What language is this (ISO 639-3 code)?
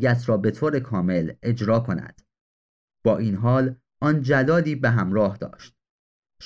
fas